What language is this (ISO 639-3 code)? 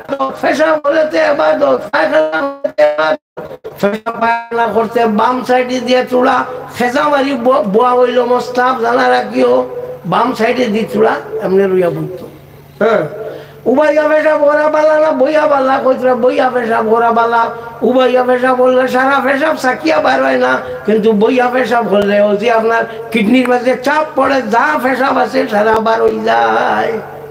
syl